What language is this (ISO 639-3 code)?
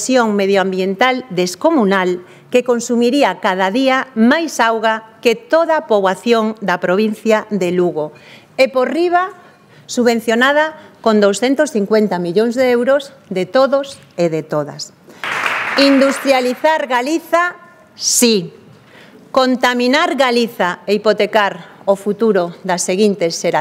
glg